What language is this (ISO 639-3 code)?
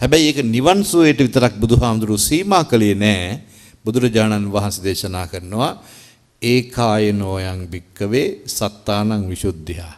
sin